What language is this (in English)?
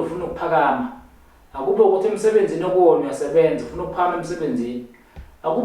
Zulu